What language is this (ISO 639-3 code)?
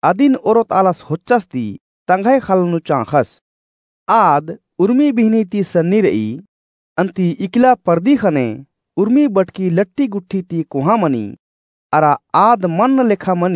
kru